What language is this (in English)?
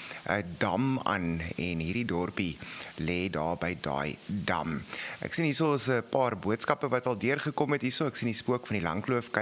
Afrikaans